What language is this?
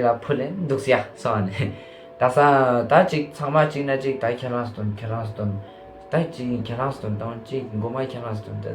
Ladakhi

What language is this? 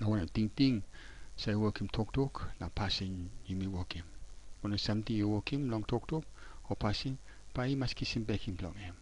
Tok Pisin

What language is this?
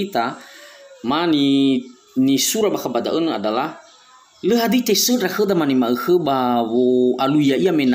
Nias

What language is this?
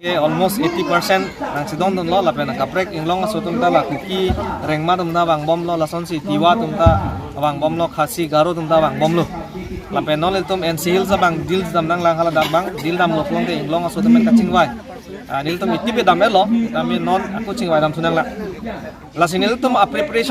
Karbi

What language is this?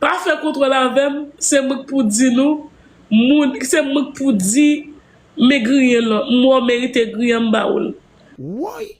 Haitian Creole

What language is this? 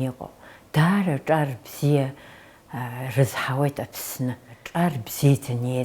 Abkhazian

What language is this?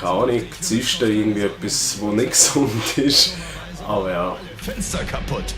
Swiss German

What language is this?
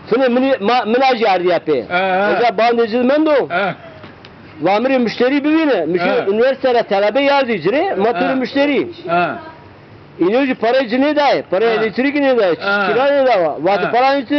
Zaza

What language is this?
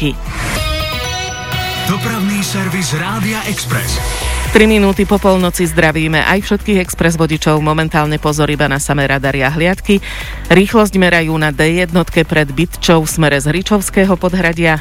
Slovak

